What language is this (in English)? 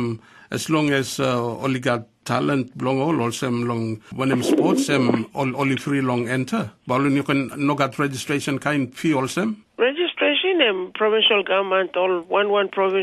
Tok Pisin